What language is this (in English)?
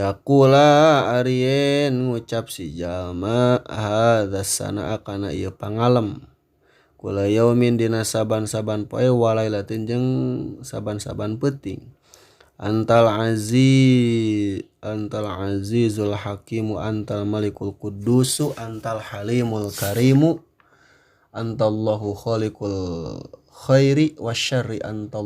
Sundanese